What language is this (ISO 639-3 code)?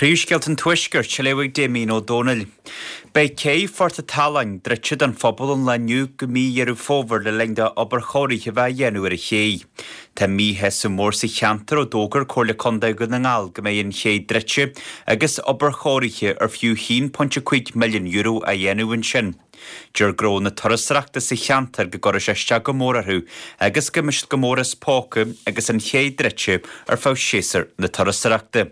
gle